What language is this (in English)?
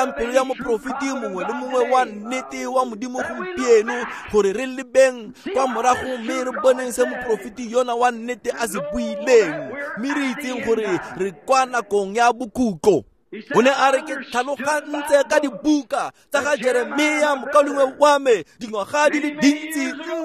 Tswana